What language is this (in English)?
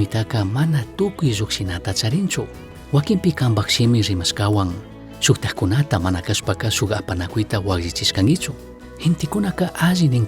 Chimborazo Highland Quichua